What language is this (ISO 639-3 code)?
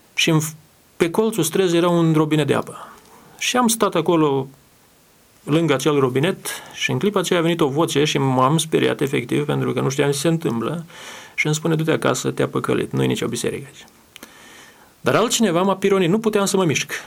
ron